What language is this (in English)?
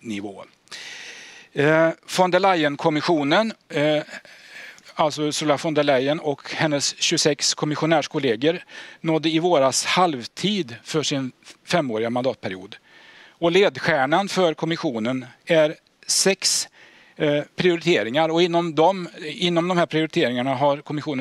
Swedish